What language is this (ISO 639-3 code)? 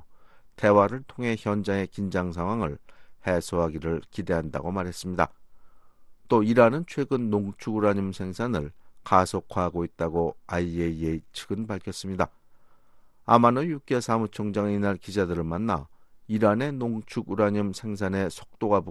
kor